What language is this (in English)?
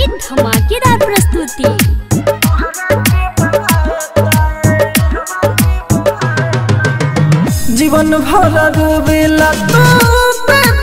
Bhojpuri